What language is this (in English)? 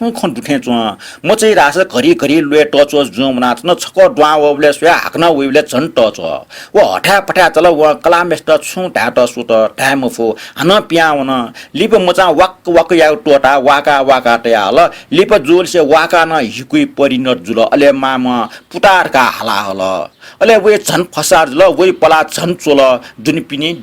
Newari